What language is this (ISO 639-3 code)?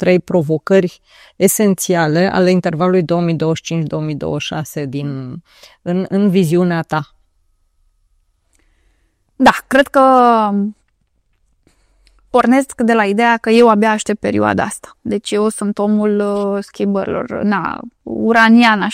ron